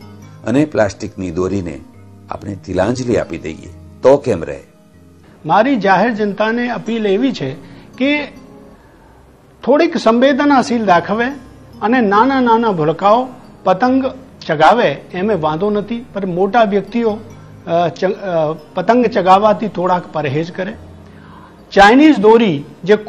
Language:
Gujarati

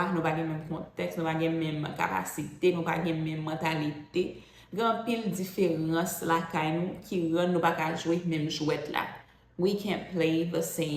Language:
Haitian Creole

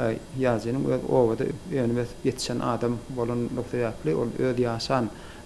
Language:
Turkmen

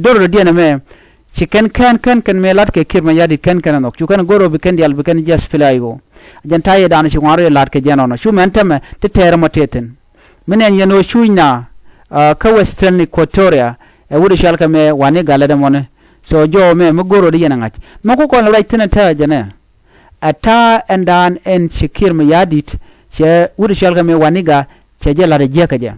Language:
Nuer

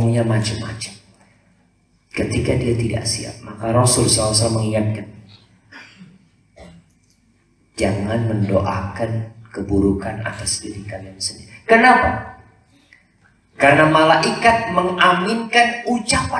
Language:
Indonesian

